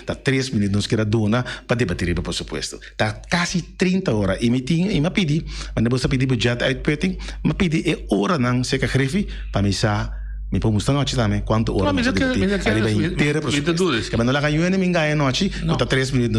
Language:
Papiamento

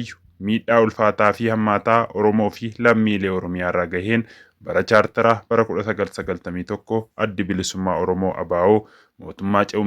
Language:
Oromo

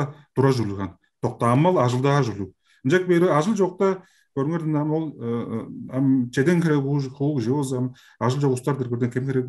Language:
Tuvinian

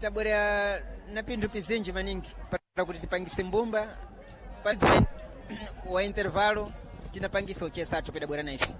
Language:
Sena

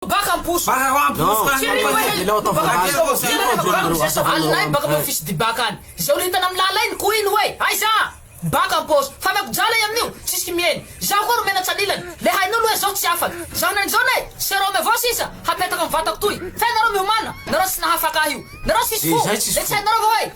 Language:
Malagasy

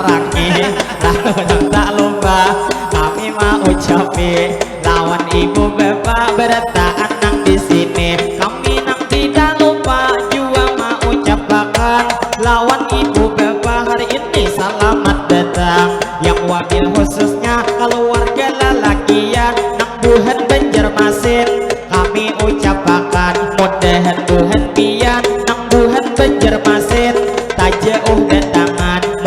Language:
Banjar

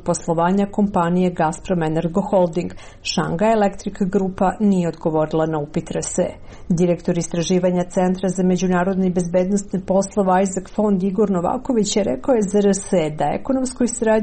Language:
Serbian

